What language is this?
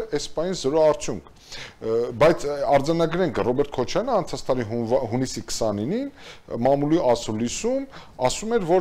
Armenian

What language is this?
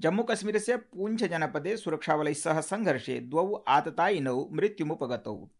Sanskrit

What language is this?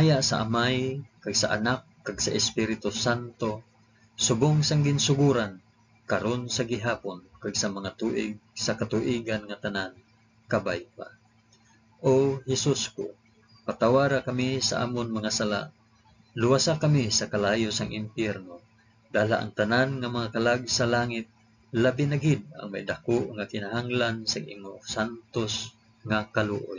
Hiligaynon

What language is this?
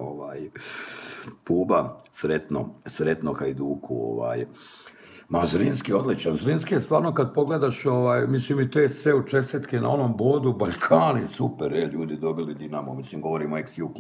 Croatian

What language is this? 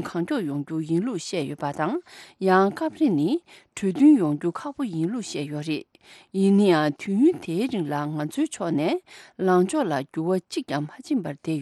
Tibetan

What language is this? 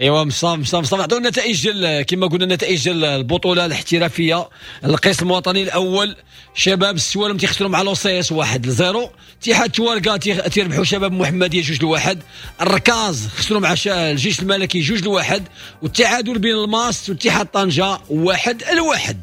Moroccan Arabic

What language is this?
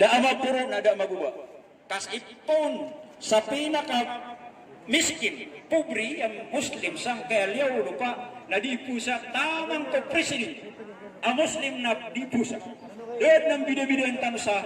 Maranao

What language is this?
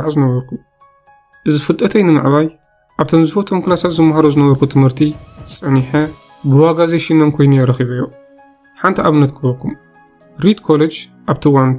Tigrinya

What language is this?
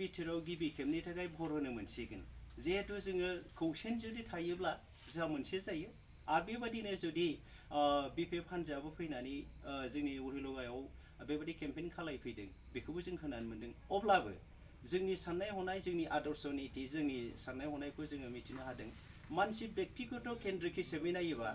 Bodo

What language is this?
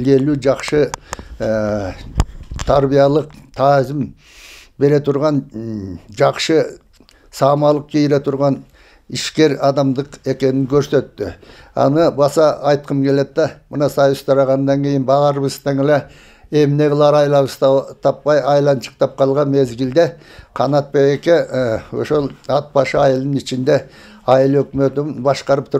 Kyrgyz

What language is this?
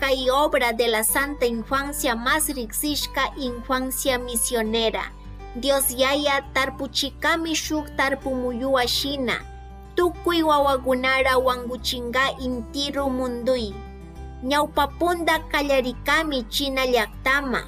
Chimborazo Highland Quichua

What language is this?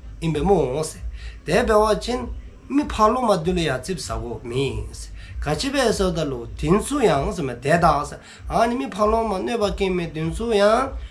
Dzongkha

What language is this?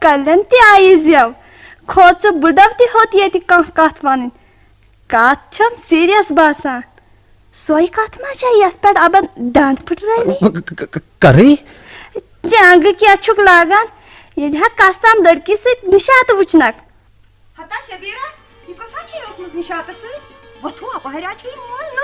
Kashmiri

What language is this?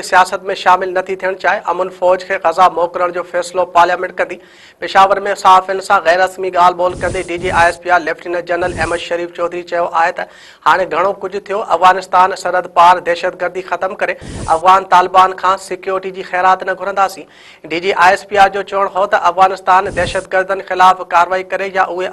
Sindhi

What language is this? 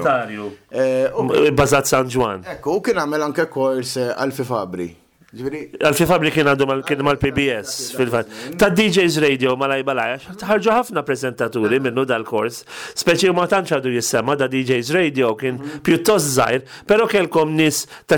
Maltese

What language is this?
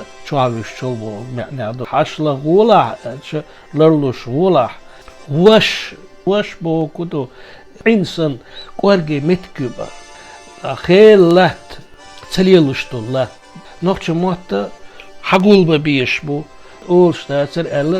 Chechen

